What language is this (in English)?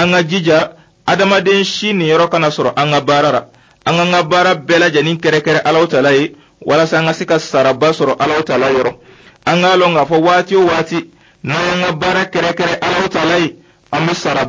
Dyula